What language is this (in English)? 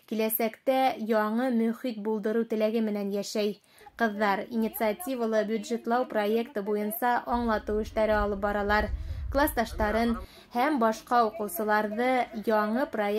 Bashkir